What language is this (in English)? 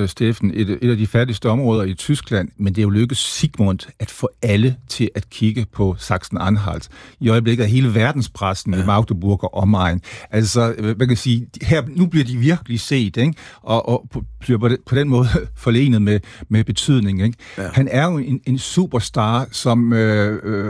Danish